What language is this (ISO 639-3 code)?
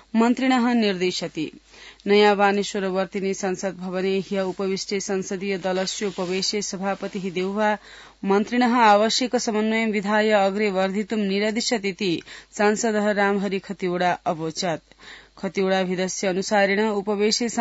san